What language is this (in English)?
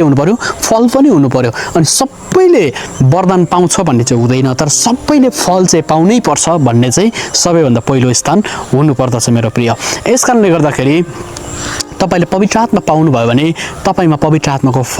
Nepali